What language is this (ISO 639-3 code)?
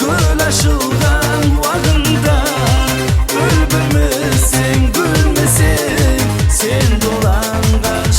kaa